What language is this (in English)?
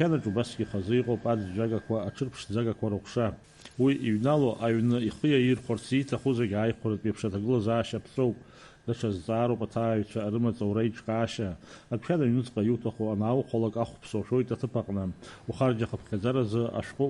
Abkhazian